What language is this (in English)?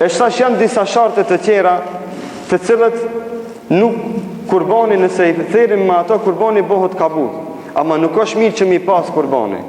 Albanian